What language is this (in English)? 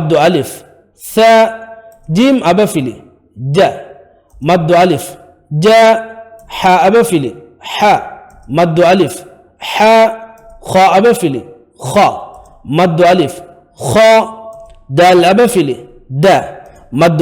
Divehi